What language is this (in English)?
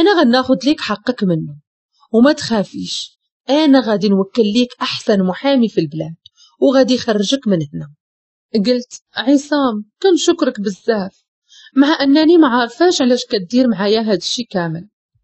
Moroccan Arabic